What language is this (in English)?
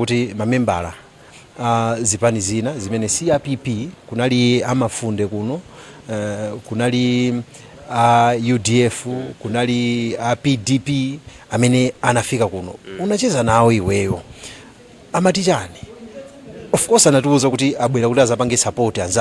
Nyanja